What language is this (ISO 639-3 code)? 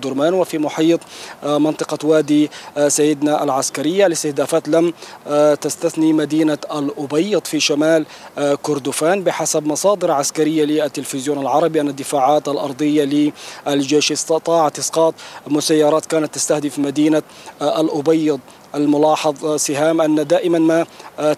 ara